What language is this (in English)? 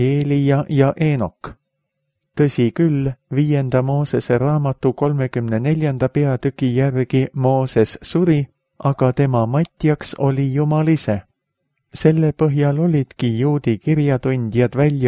Estonian